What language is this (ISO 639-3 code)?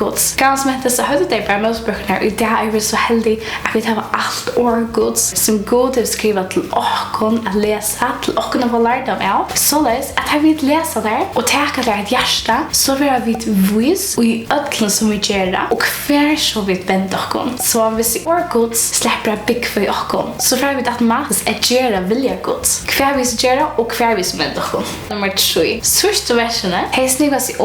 fao